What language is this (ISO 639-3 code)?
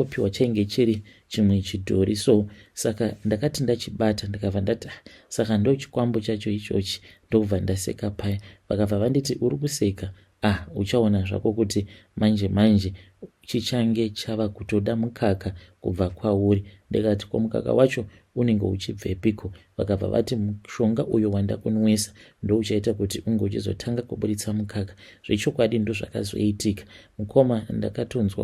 sna